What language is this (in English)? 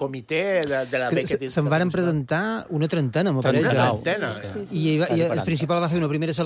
Catalan